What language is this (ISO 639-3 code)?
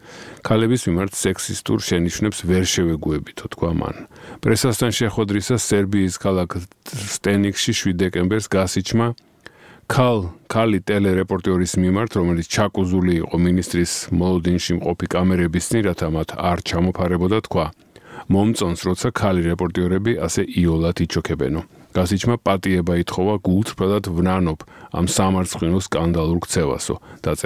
kat